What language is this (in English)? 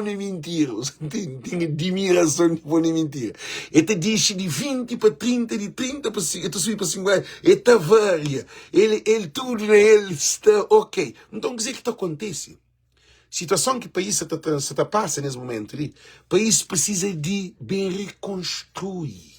Kabuverdianu